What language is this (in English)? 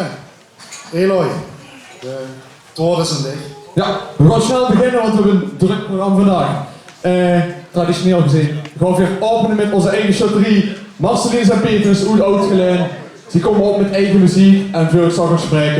Limburgish